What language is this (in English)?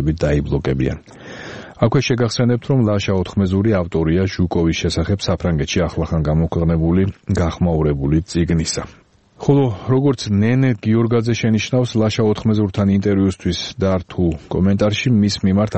Georgian